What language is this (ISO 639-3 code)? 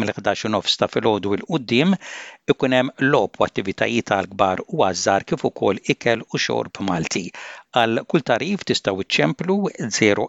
mlt